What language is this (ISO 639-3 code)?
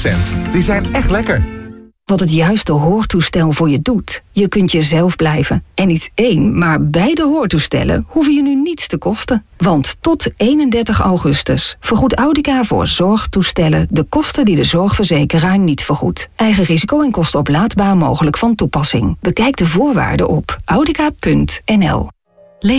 nld